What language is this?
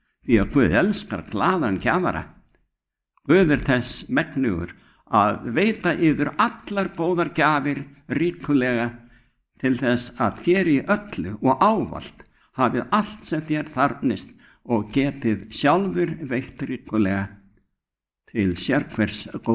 Icelandic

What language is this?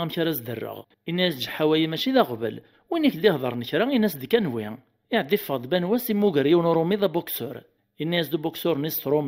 Kabyle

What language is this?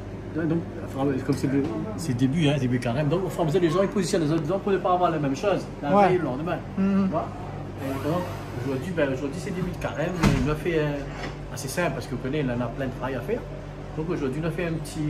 Réunion Creole French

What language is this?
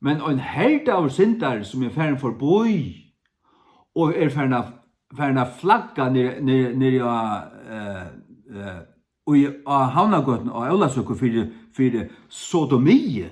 Faroese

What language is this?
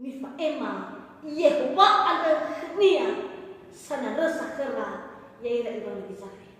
Nias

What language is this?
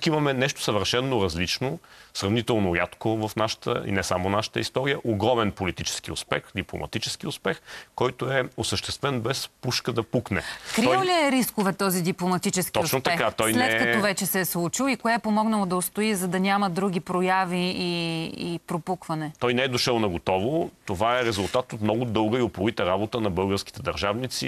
Bulgarian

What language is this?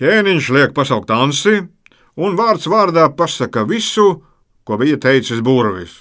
Latvian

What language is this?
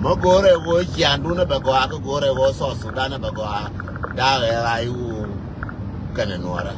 Nuer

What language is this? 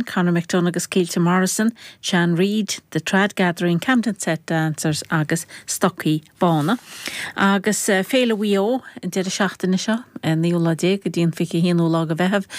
Irish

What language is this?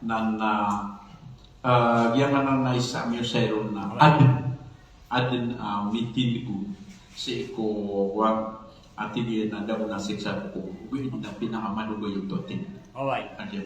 Maranao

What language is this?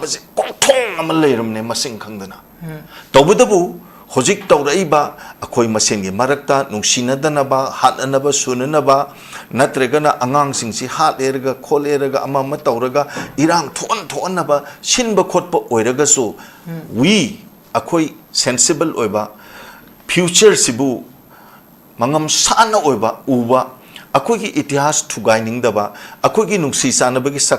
Manipuri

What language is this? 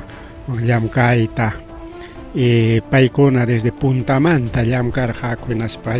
Ayacucho Quechua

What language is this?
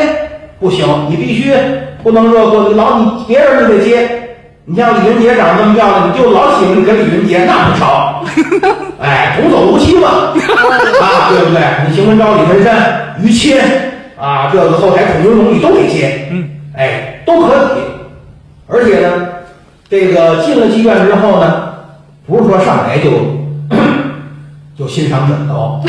Chinese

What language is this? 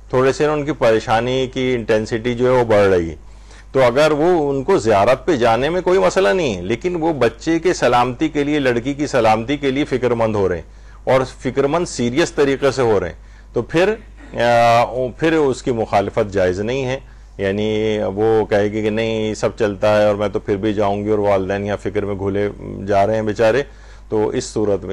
Urdu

